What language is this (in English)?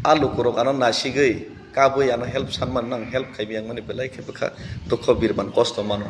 Kok Borok